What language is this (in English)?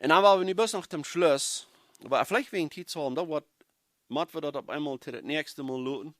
Plautdietsch